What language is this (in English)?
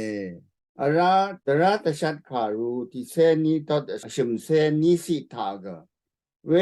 Rawang